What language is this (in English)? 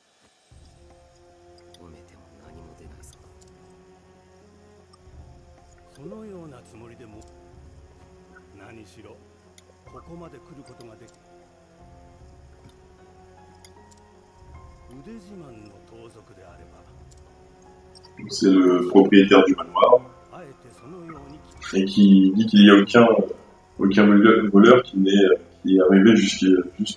French